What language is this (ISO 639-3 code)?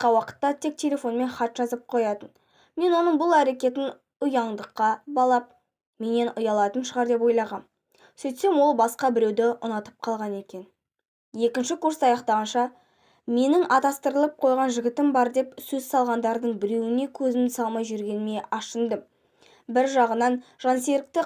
kaz